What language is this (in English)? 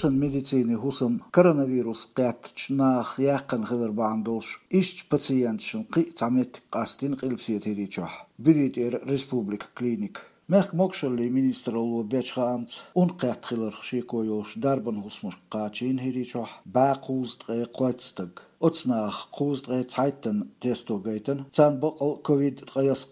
Chechen